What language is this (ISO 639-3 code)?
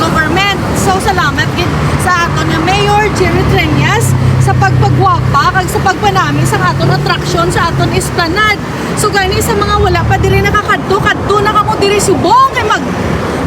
hil